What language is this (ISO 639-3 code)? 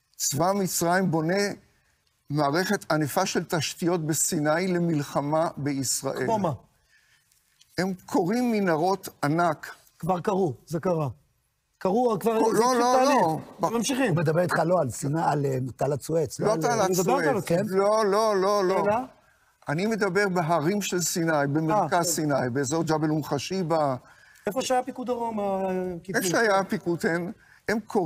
heb